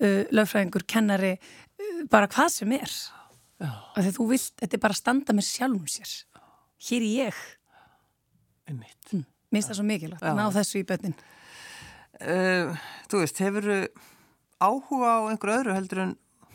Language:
Icelandic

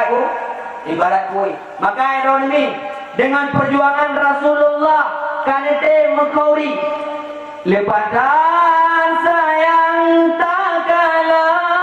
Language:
Achinese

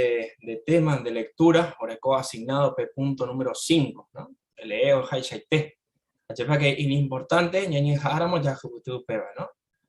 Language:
Guarani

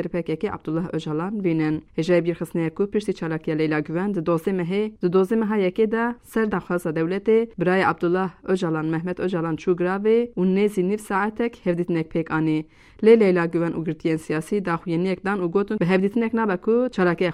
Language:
Kurdish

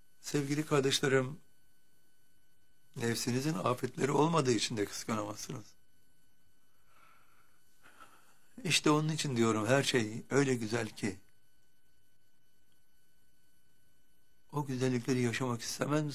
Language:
Turkish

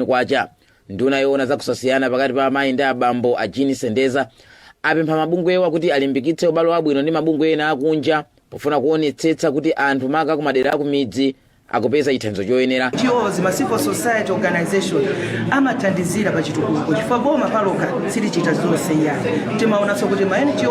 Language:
Nyanja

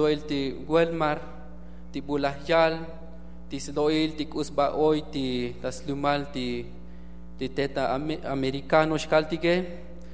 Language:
Tzotzil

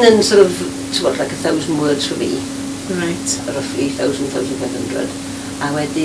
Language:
Welsh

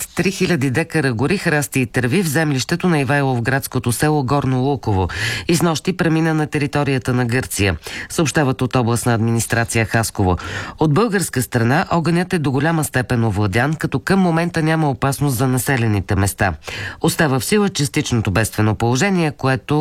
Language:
Bulgarian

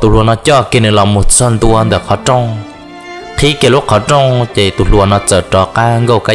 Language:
Hmong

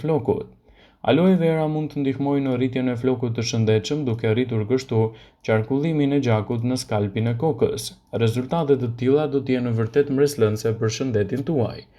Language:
Albanian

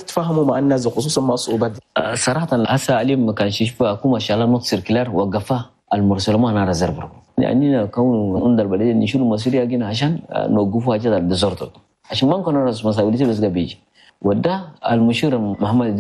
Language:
Chadian Arabic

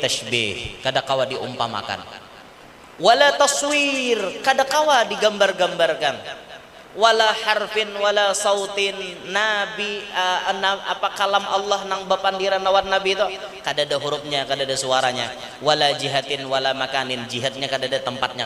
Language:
Banjar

